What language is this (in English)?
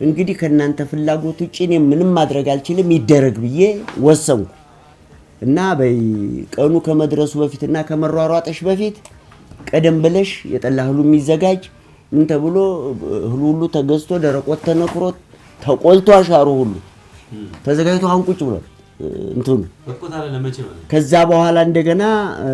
Amharic